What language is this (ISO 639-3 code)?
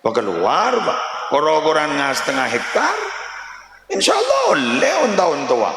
mad